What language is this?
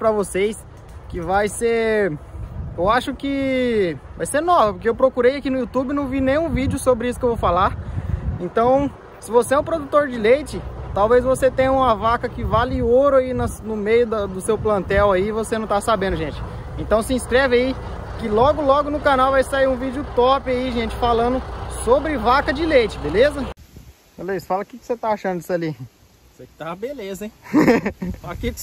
Portuguese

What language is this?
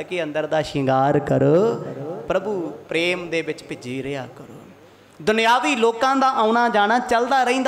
Punjabi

